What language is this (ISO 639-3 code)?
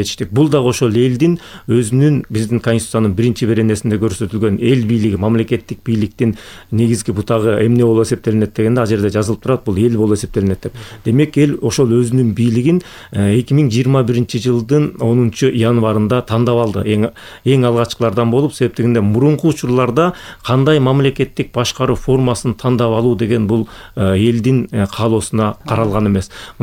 kir